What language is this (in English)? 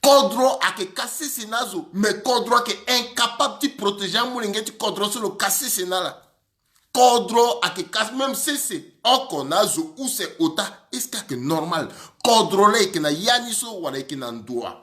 Sango